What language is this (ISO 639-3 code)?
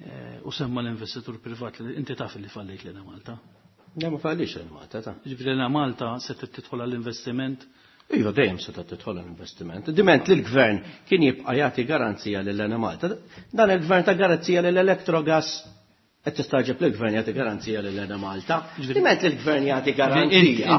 mlt